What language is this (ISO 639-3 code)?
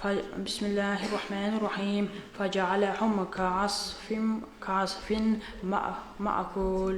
kum